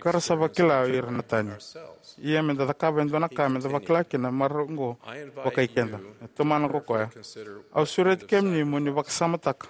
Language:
Fijian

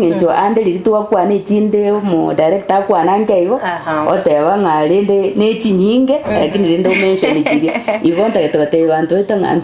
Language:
Gusii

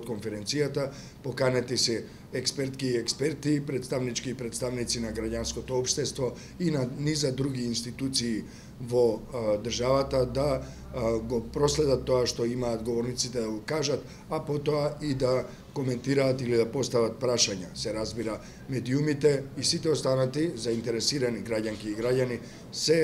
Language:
Macedonian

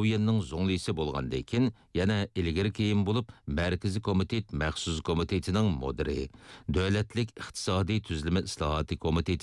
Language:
Uyghur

